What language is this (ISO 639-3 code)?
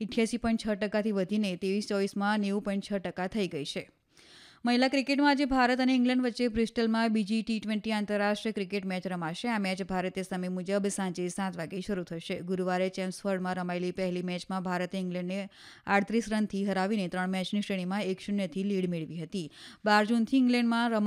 guj